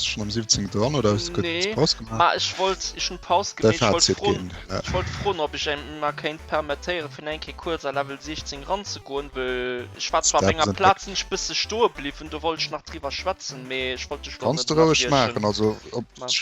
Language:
Luxembourgish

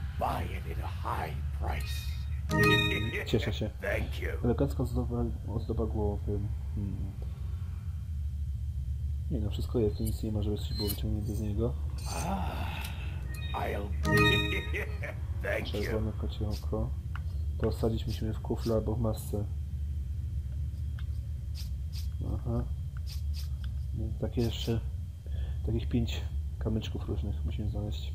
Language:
Polish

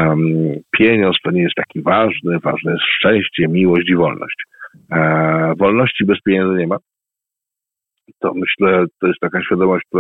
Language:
Polish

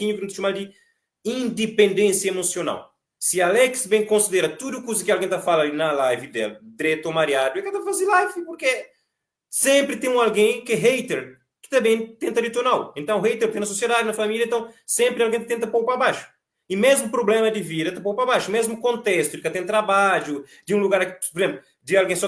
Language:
Kabuverdianu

